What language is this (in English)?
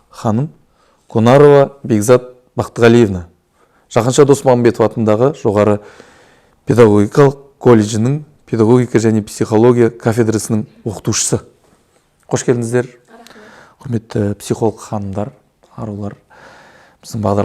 Kazakh